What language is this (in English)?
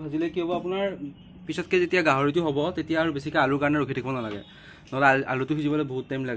Assamese